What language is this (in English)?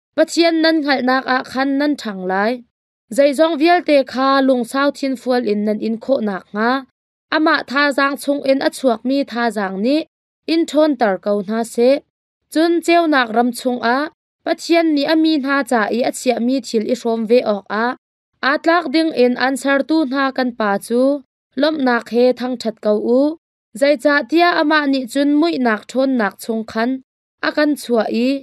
Hakha Chin